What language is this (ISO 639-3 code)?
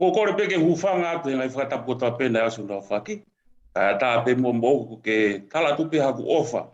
ton